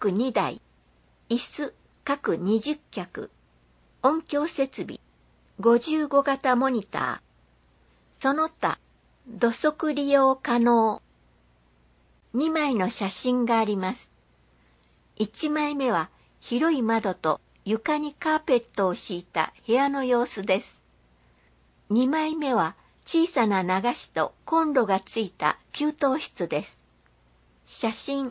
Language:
Japanese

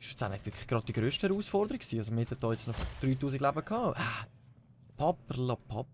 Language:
Swiss German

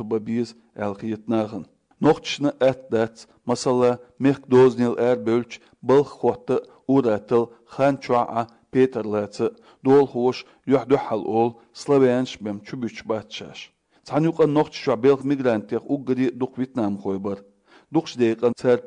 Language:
Chechen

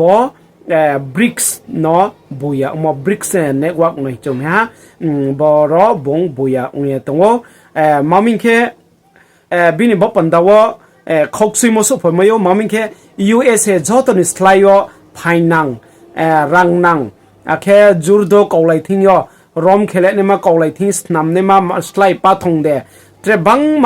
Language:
Riang (India)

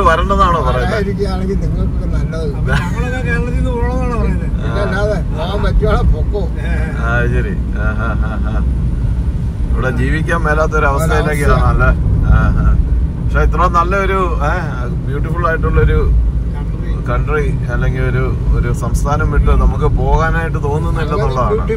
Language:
Malayalam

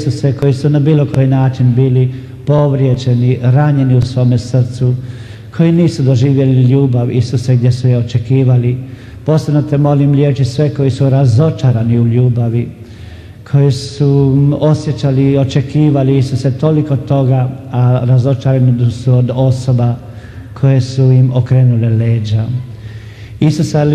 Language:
Croatian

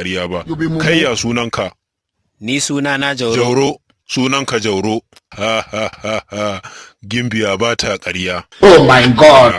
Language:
Hausa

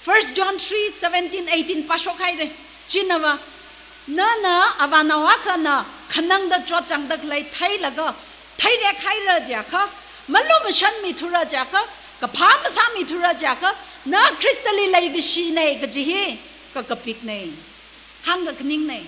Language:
Tangkhul Naga (India)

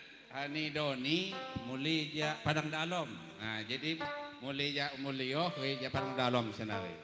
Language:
Lampung Api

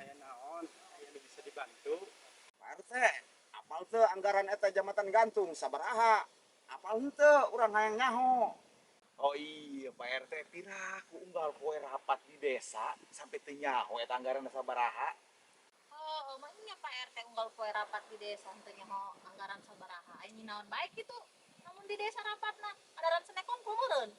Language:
Sundanese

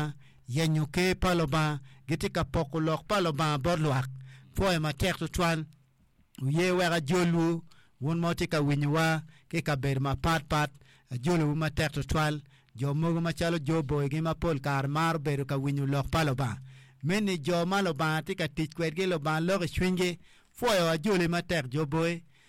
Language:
Acoli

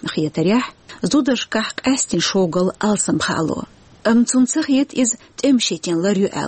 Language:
Chechen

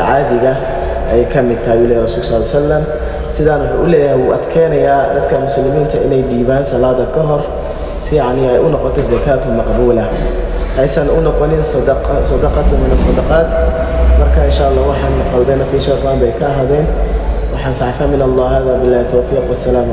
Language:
Somali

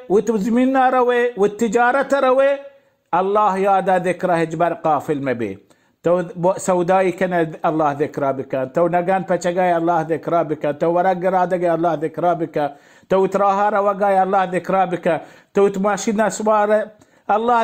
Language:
Baluchi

